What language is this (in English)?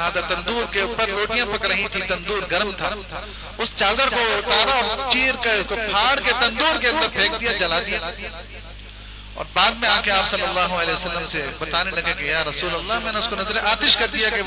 Urdu